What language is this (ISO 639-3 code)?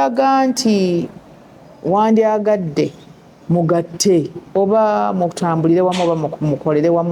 lug